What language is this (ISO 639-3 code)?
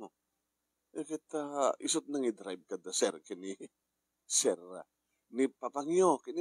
ilo